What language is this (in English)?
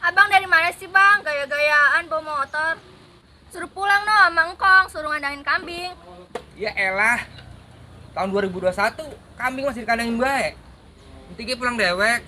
Betawi